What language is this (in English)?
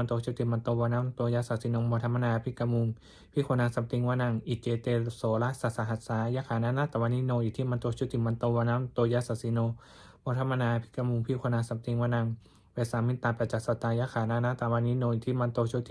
Pali